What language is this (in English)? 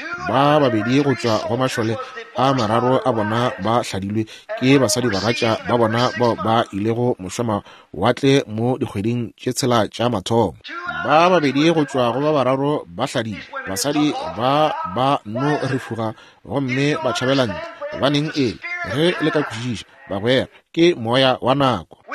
Northern Sotho